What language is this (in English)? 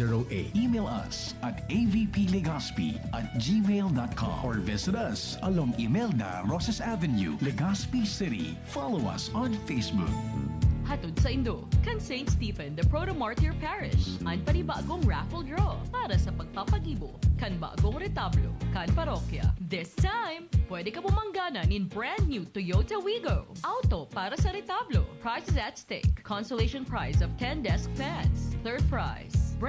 Bikol